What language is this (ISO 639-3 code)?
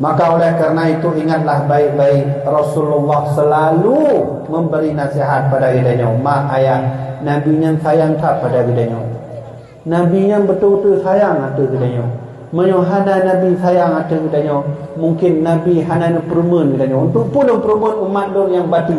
ace